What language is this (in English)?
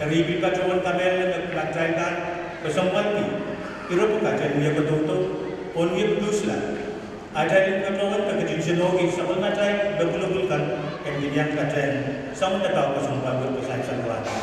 Pohnpeian